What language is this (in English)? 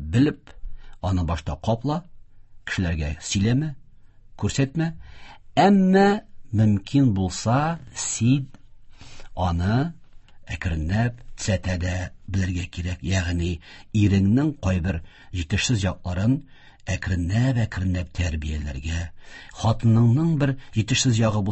Tatar